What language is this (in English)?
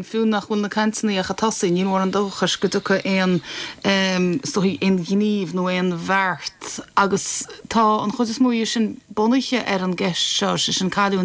Irish